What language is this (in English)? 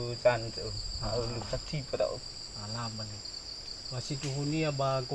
Nias